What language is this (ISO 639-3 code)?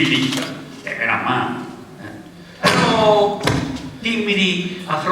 srd